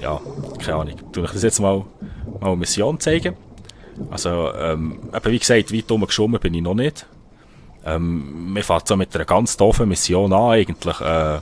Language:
Swiss German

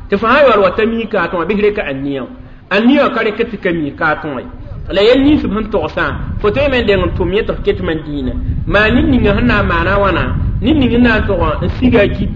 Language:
Mossi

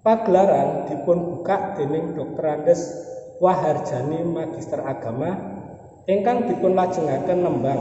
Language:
Javanese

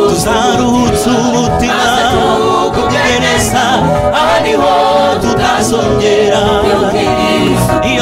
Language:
Kinyarwanda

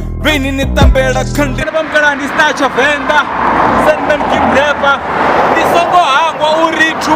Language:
Venda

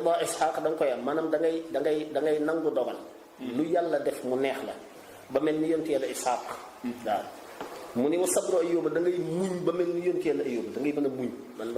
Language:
Wolof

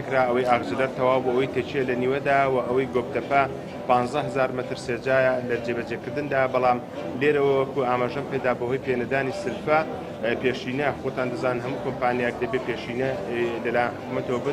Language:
Central Kurdish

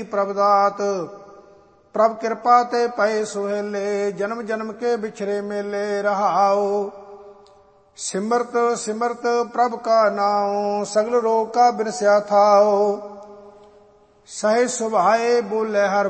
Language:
Punjabi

